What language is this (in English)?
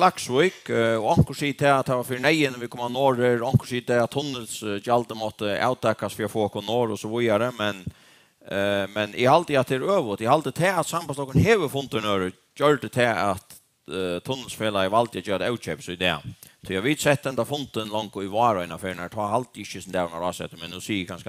Faroese